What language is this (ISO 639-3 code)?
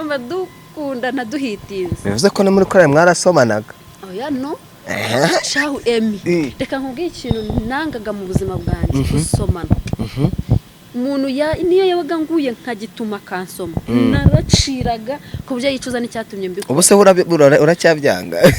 kin